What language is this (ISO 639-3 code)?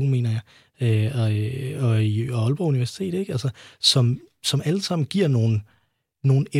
dan